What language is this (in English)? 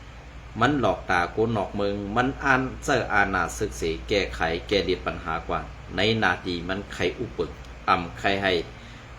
Shan